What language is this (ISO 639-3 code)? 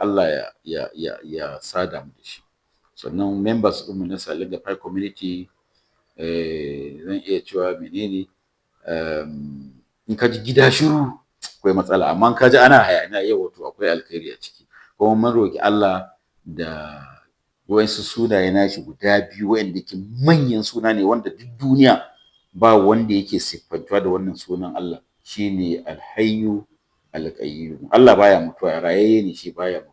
hau